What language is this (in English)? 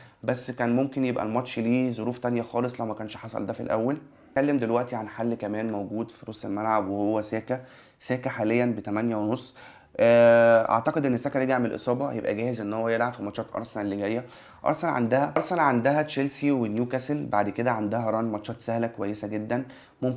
Egyptian Arabic